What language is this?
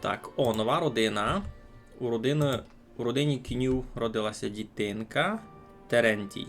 Rusyn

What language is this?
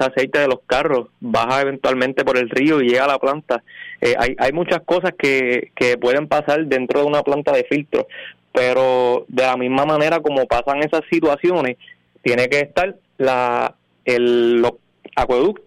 Spanish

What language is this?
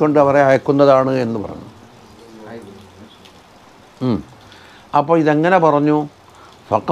Malayalam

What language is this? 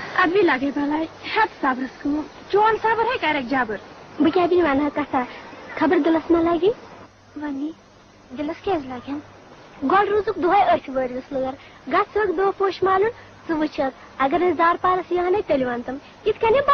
Kashmiri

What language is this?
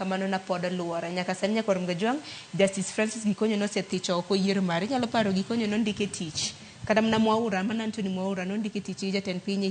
Luo (Kenya and Tanzania)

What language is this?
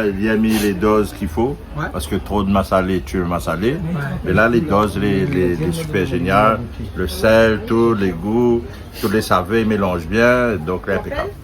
Réunion Creole French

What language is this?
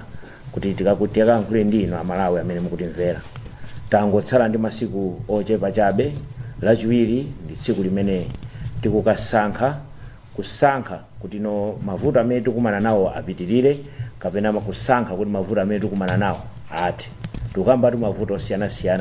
Nyanja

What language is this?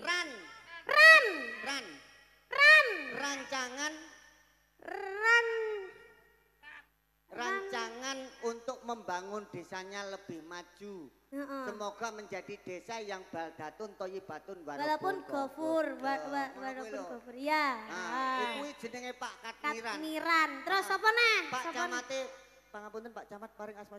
Javanese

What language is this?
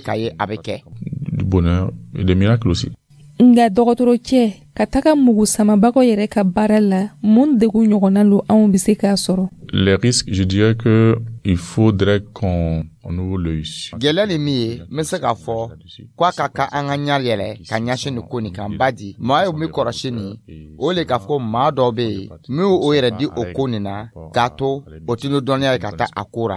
Dyula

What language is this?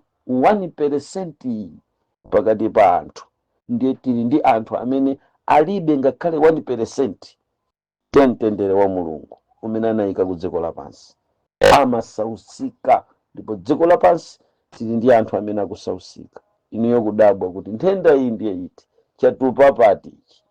Nyanja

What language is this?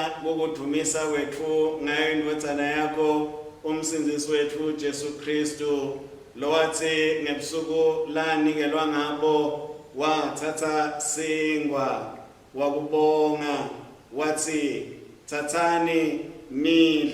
Swati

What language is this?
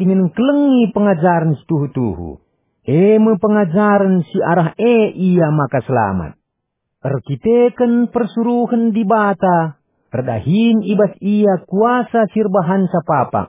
Batak Karo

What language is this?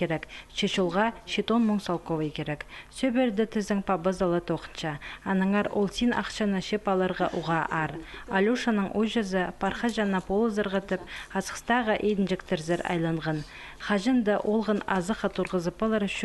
Khakas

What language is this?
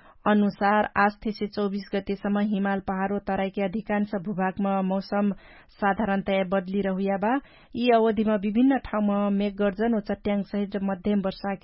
Dangaura Tharu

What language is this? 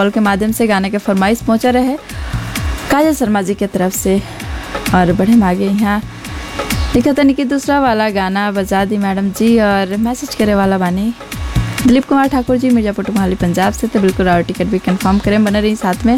Bhojpuri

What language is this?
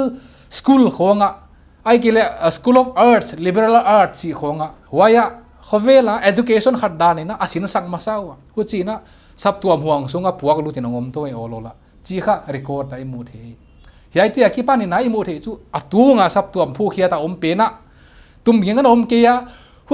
Paite Chin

